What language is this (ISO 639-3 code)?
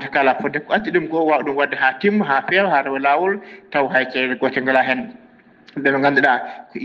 ful